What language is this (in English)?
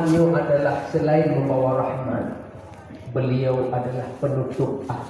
Achinese